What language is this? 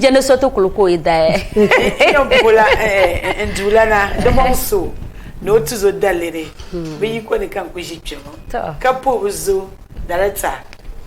Dagbani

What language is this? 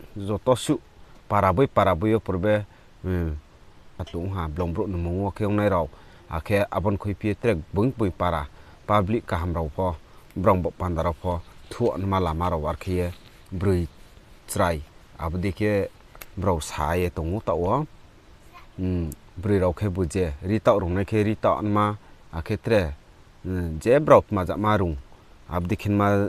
Riang (India)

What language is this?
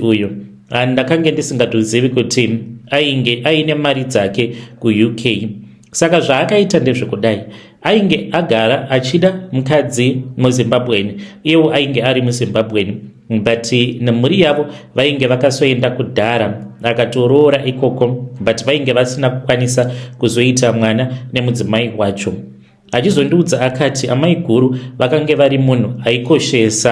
Shona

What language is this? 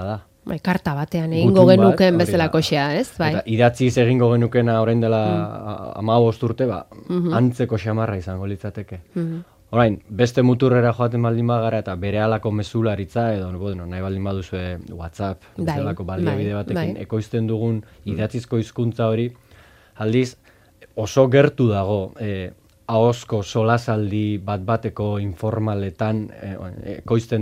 Basque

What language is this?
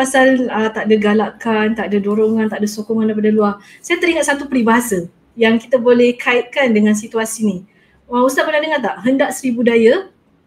Malay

